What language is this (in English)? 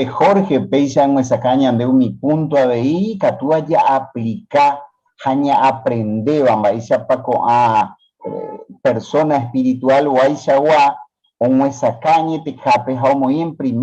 Guarani